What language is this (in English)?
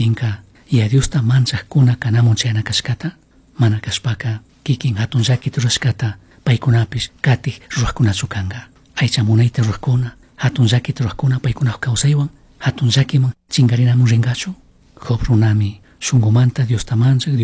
Chimborazo Highland Quichua